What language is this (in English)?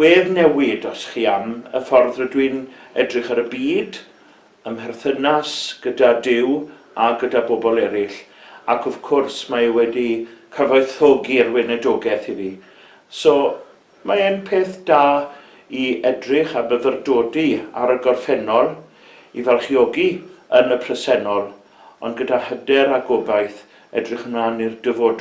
Welsh